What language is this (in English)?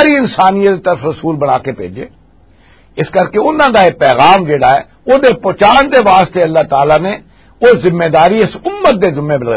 Western Panjabi